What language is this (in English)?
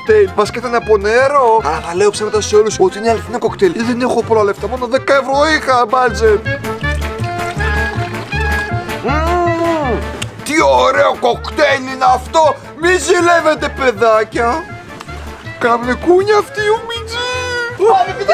Greek